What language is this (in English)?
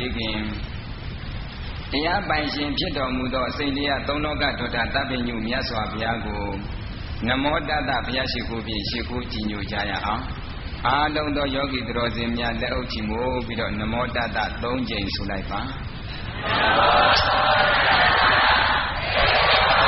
Burmese